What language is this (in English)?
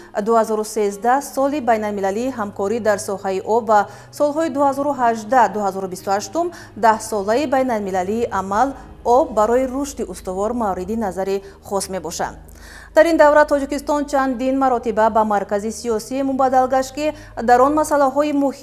Tajik